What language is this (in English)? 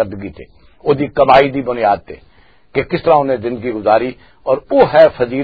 Western Panjabi